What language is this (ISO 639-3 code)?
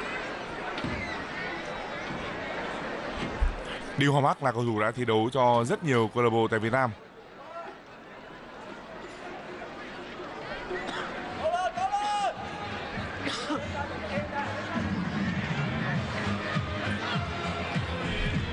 vie